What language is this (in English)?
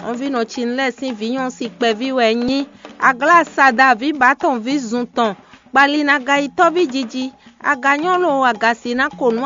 Fon